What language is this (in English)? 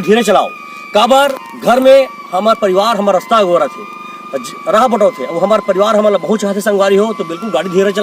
Chhattisgarhi